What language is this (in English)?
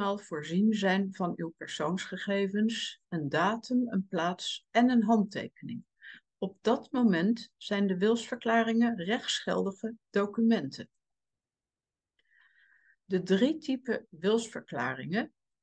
Dutch